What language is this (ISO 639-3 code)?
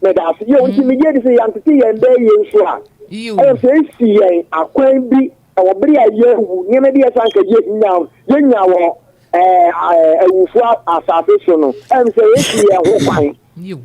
aka